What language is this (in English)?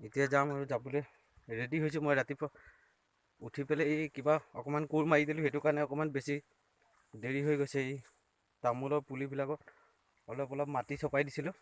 Assamese